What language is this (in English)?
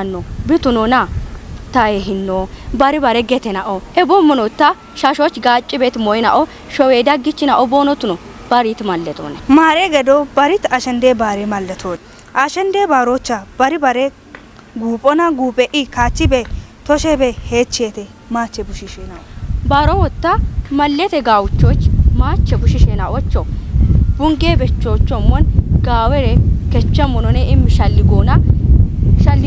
Kafa